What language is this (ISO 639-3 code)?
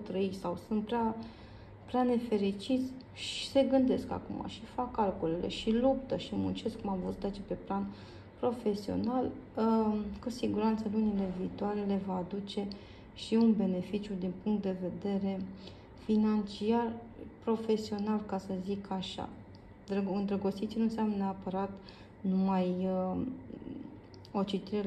ron